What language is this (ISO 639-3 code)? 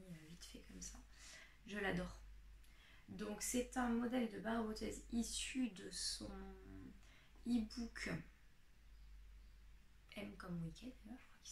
fra